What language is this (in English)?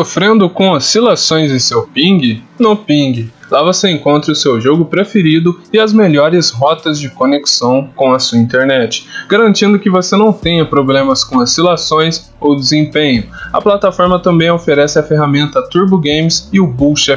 Portuguese